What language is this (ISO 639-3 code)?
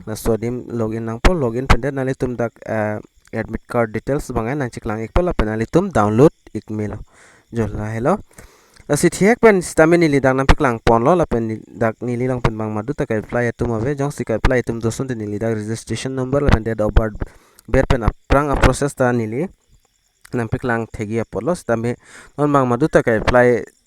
mjw